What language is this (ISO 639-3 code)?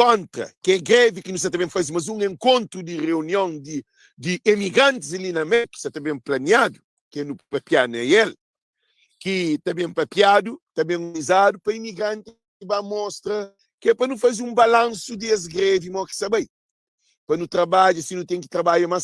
kea